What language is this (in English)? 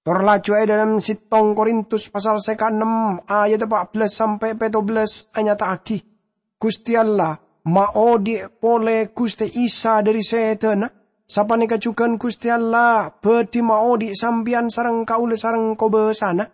Madurese